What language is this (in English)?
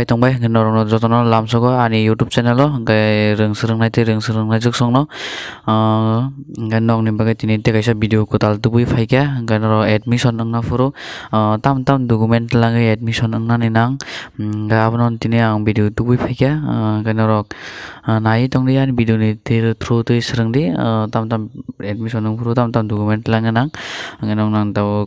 Kok Borok